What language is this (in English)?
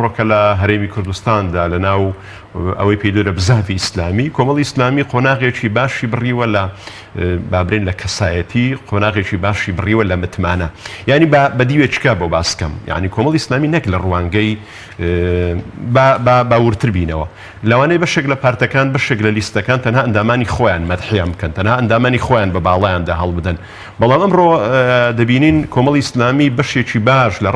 Central Kurdish